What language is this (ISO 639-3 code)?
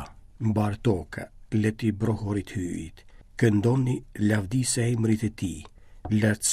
sqi